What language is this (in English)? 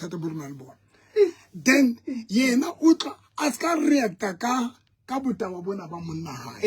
Southern Sotho